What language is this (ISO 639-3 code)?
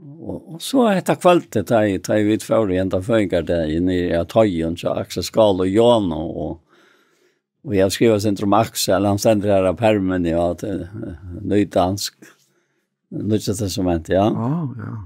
fao